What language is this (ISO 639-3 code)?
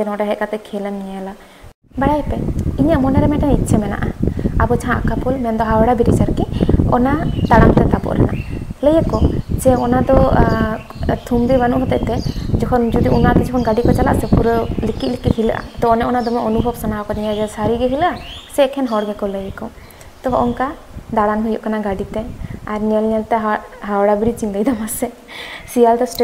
sat